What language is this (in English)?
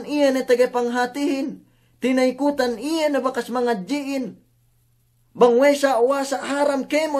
Yakan